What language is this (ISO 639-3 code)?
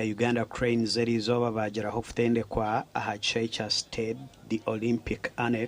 nyn